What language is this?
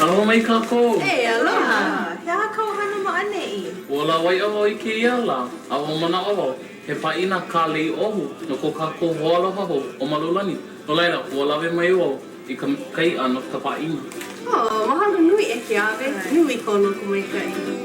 Hawaiian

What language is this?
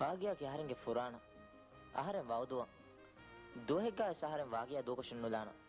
Divehi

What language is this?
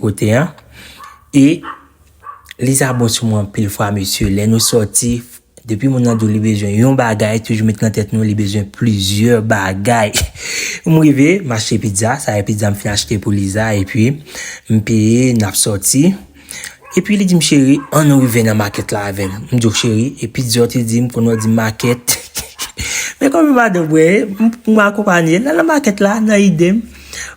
Haitian Creole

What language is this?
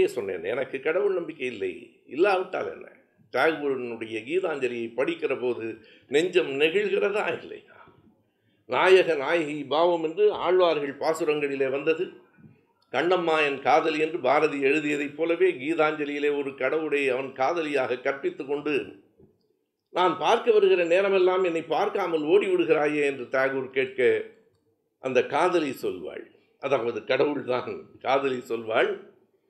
Tamil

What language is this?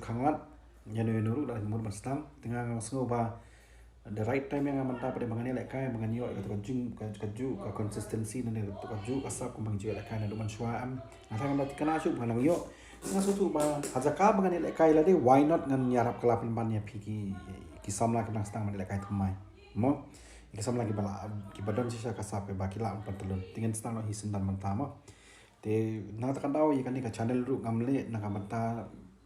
Khasi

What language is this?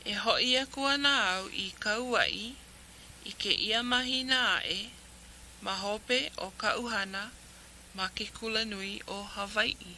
Hawaiian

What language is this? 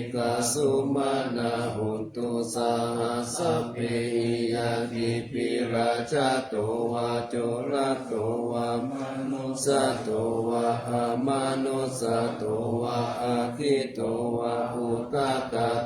Pali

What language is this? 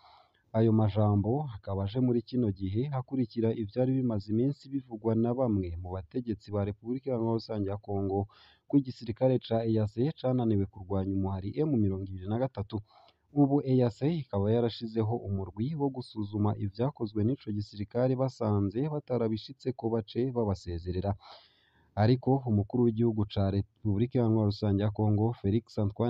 Rundi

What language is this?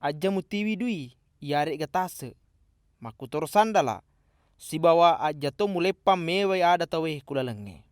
Buginese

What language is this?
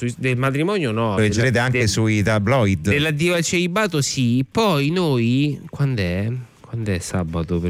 Italian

